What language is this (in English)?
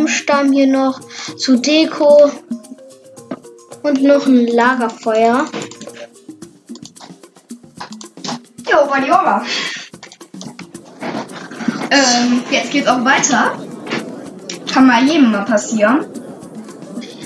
German